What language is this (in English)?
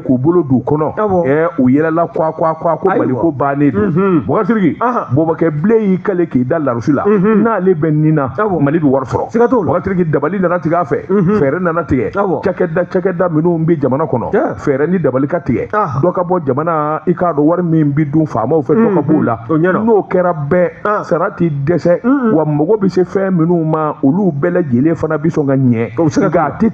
Bambara